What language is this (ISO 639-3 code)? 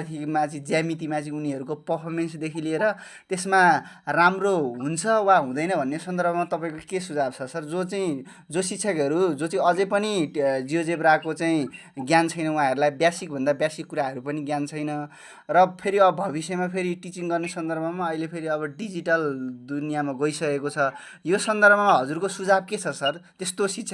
nep